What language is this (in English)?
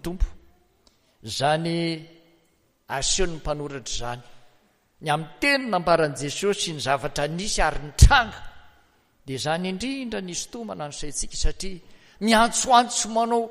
Malagasy